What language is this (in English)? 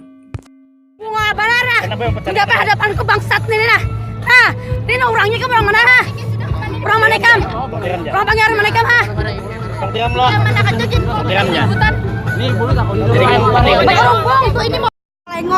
Banjar